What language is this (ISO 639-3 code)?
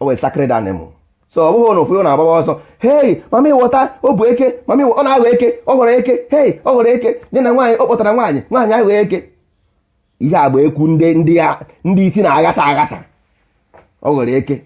ibo